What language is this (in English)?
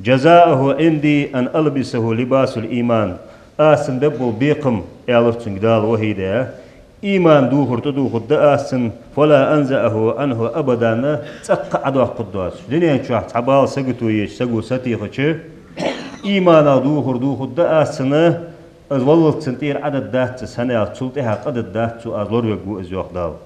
Ingush